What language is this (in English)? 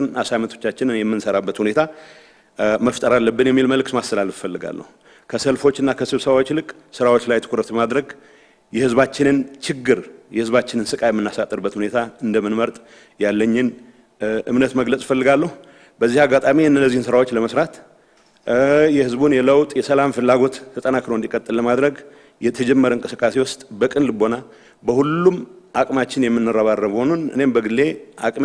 Amharic